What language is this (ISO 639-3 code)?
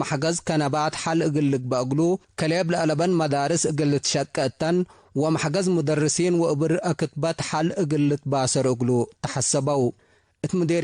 tig